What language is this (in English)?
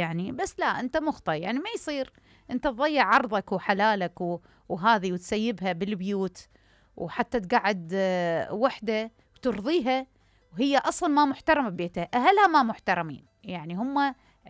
Mesopotamian Arabic